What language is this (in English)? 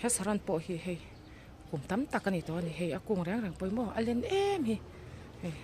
Mizo